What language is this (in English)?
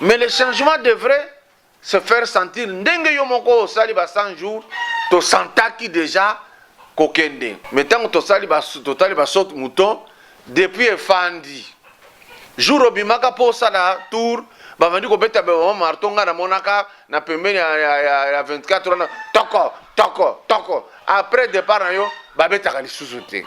Lingala